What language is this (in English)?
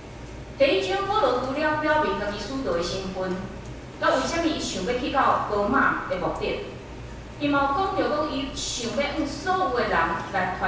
Min Nan Chinese